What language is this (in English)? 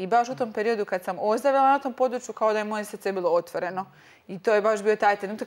Croatian